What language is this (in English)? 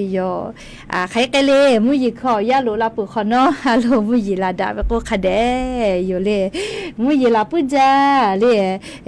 Lahu